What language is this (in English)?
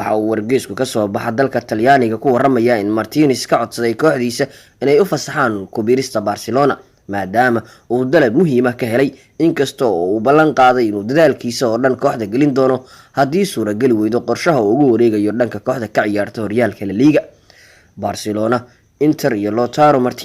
Somali